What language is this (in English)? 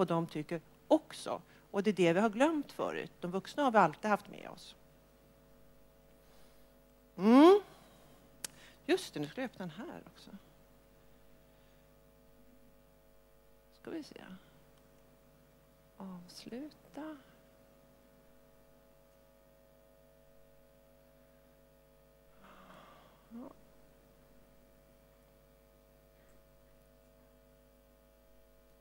Swedish